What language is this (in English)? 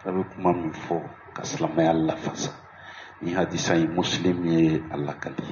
Bambara